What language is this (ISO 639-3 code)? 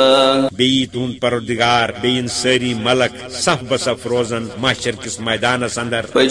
kas